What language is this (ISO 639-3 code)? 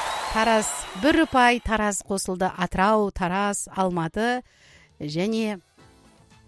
kaz